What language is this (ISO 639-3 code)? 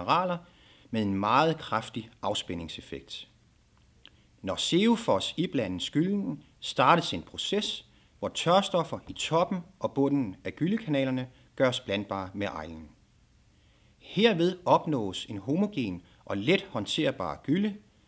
dan